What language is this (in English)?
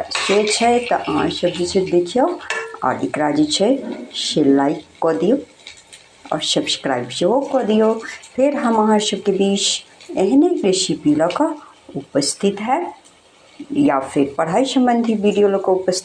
Maithili